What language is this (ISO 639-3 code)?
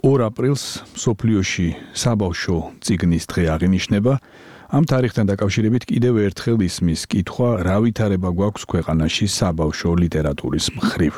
kat